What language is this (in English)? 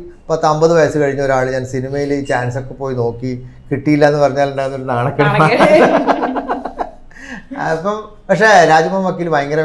Malayalam